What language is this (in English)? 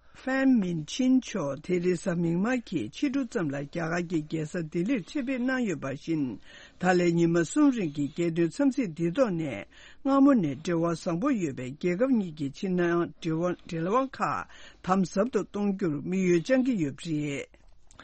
Tibetan